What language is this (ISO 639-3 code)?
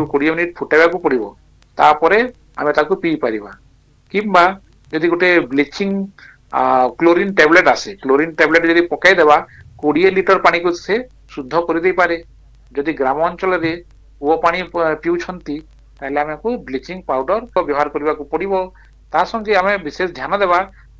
ori